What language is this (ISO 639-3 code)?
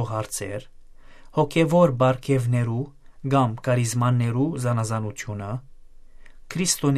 hyw